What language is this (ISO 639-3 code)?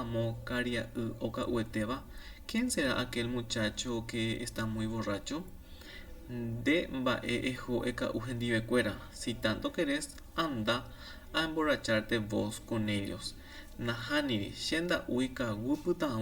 grn